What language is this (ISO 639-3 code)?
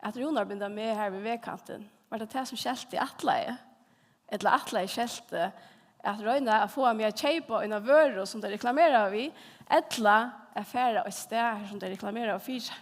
fao